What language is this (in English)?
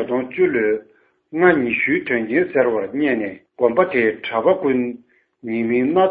Tibetan